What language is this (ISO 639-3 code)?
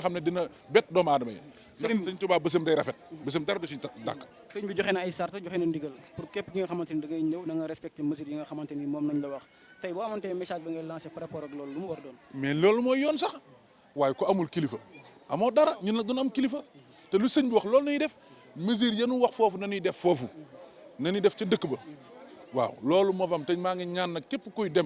wol